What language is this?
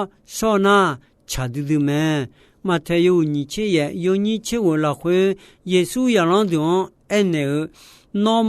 Akha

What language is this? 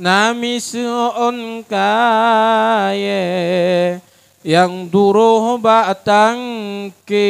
Achinese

